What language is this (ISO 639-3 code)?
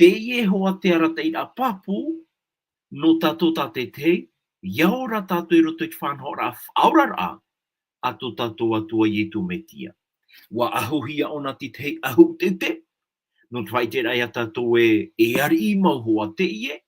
tah